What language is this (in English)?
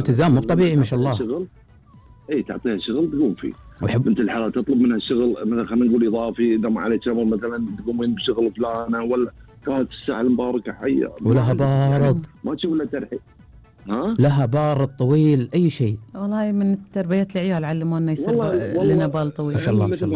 Gulf Arabic